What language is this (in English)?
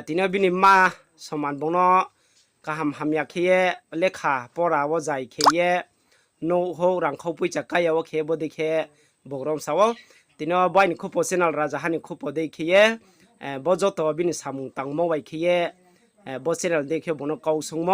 Riang (India)